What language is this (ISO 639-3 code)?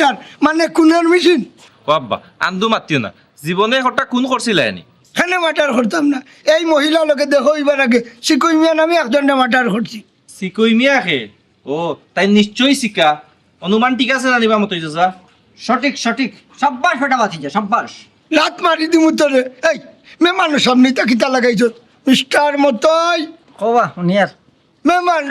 syl